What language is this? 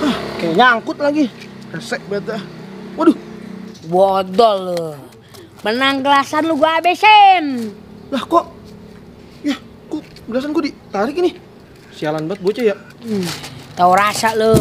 Betawi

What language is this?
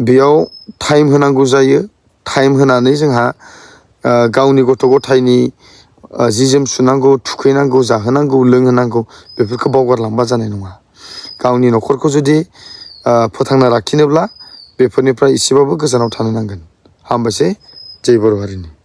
Bodo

